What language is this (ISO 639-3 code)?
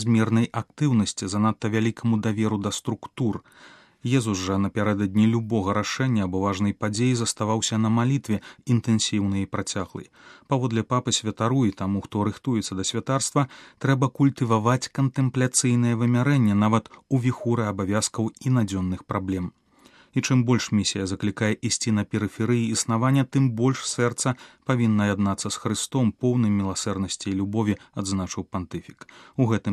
bel